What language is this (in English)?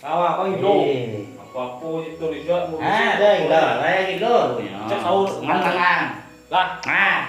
Minangkabau